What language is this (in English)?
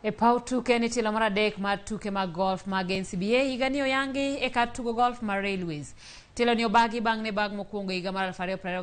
Luo (Kenya and Tanzania)